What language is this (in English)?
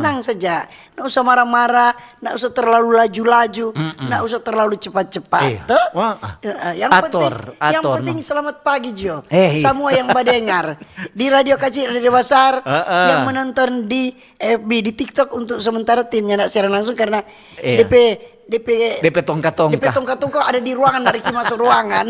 Manado Malay